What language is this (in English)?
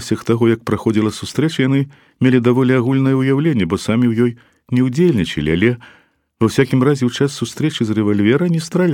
Belarusian